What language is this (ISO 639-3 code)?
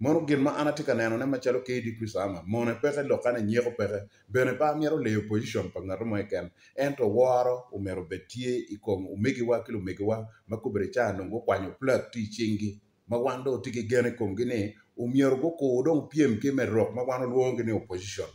ach